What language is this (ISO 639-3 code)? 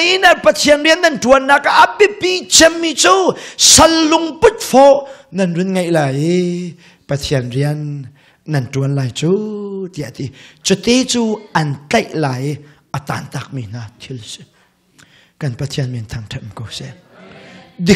cnh